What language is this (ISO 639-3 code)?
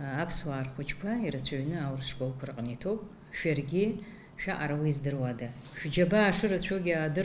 abk